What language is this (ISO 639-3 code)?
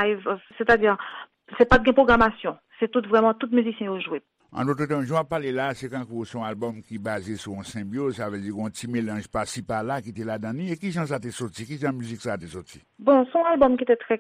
hat